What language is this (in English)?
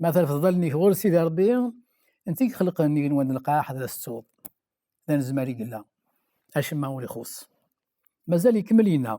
Kabyle